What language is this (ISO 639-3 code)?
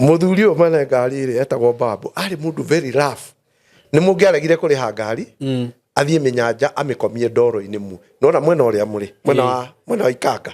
kik